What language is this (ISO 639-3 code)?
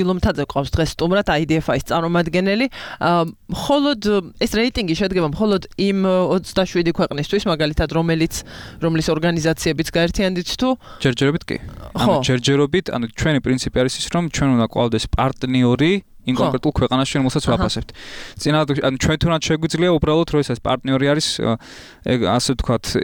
kat